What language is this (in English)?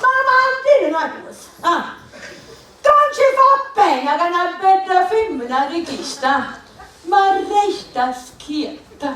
Sicilian